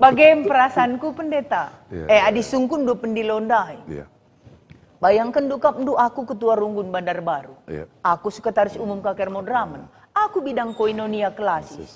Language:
Batak Karo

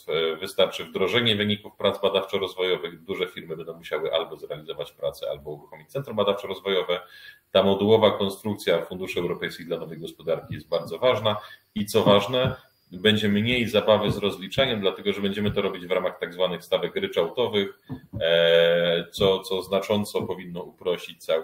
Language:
Polish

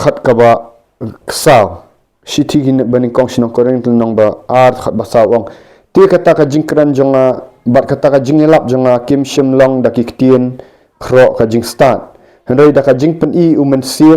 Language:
Khasi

